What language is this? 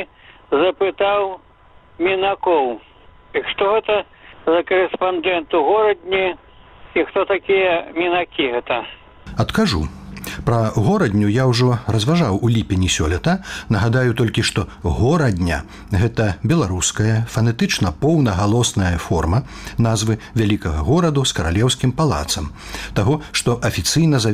Belarusian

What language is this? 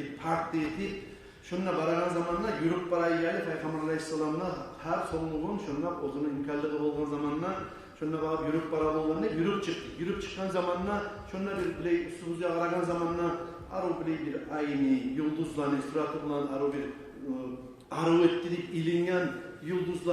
Kumyk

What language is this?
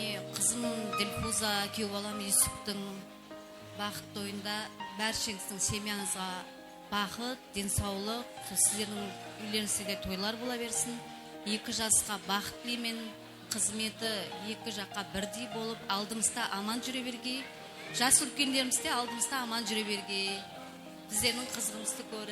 Kara-Kalpak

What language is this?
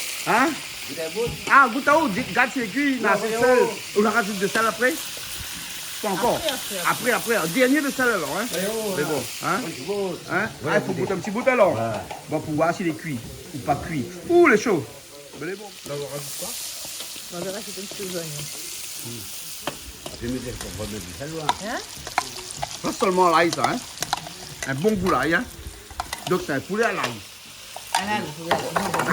Réunion Creole French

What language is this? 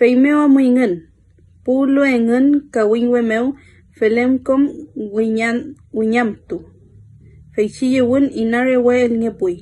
Mapuche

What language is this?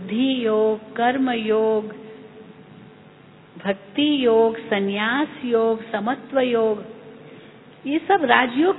Hindi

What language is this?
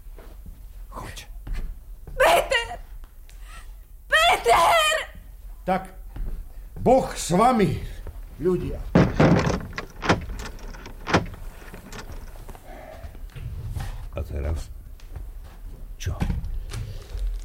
Slovak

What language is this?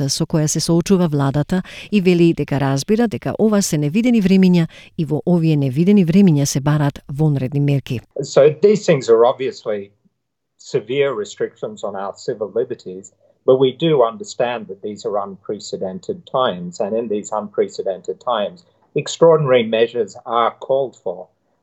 Macedonian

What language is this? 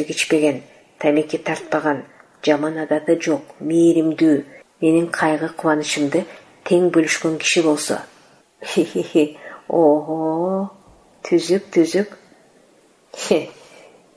Kyrgyz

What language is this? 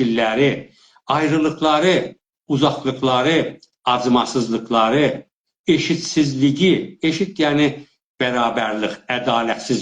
South Azerbaijani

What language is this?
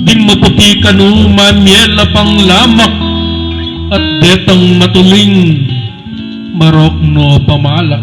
Pampanga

